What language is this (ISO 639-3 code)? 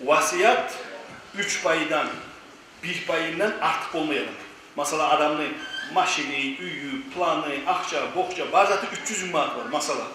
kum